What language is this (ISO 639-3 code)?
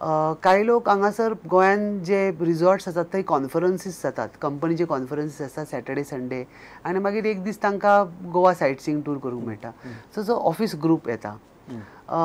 kok